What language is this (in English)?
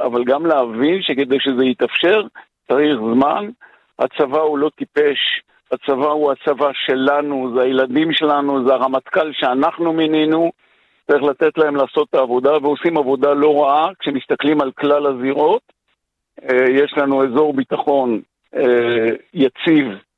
Hebrew